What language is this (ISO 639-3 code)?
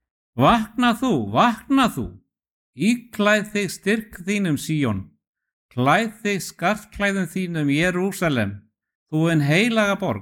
isl